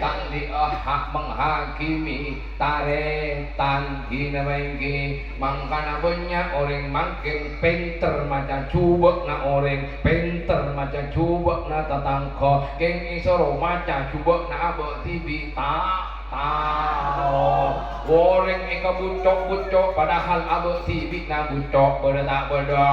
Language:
Madurese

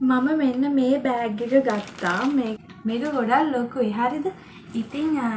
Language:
Sinhala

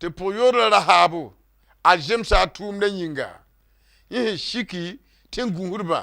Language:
Mossi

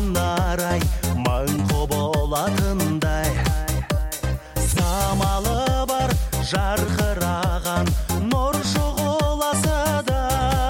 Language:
Kazakh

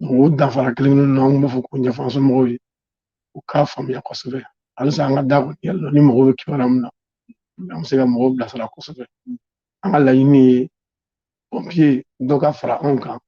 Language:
Bambara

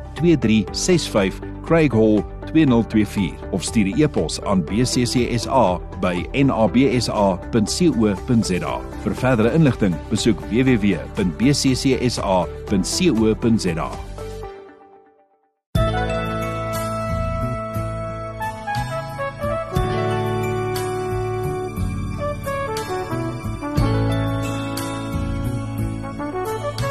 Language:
Afrikaans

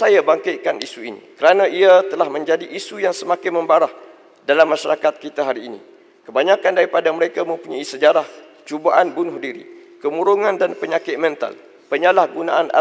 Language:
Malay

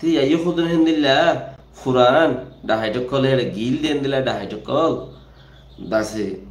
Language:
Rohingya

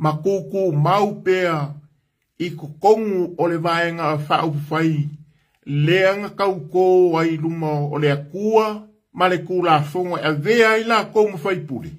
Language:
Samoan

